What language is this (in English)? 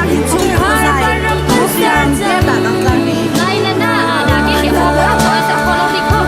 Hakha Chin